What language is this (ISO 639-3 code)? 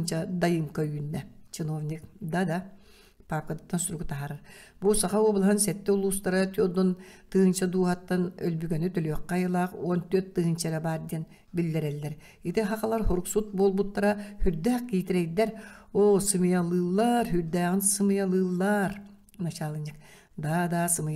sah